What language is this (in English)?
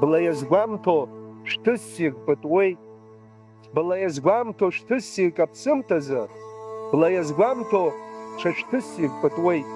Abkhazian